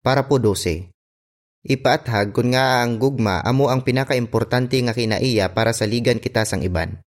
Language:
Hiligaynon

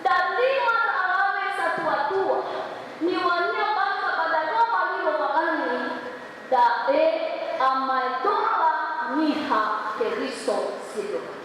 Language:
Nias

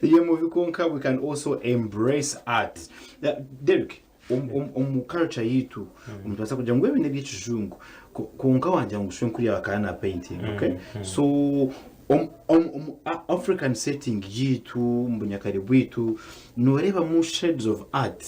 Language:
Nyankole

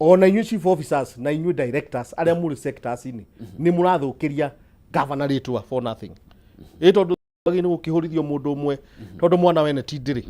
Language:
Kikuyu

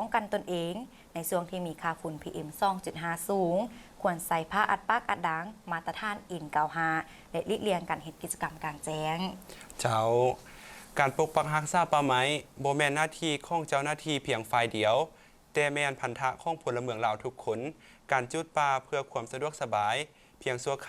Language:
Lao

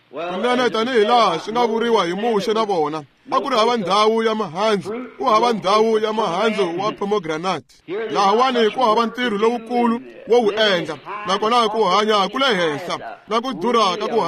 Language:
Tsonga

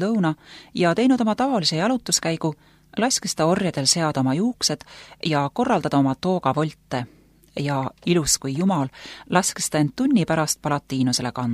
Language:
Estonian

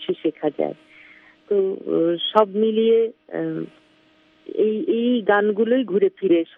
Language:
Bangla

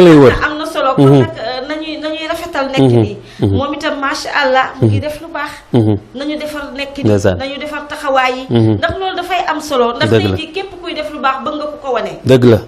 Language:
Wolof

